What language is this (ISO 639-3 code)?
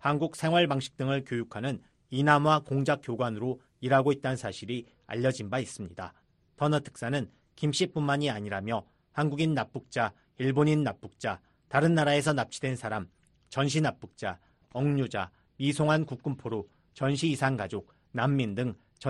kor